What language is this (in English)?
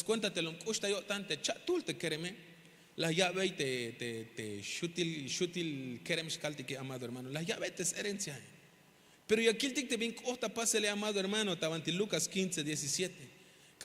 Tzeltal